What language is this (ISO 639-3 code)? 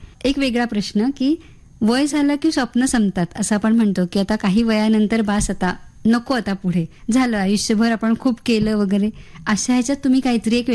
mar